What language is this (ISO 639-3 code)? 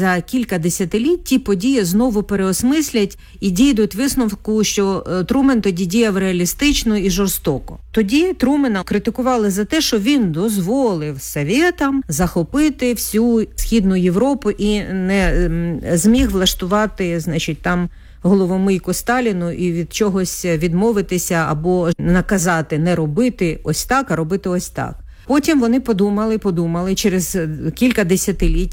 ukr